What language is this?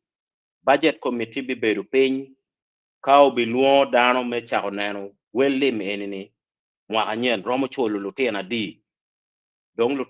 Acoli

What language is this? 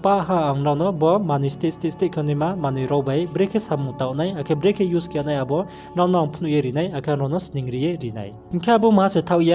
Riang (India)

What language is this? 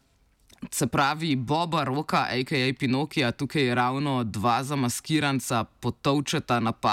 Slovenian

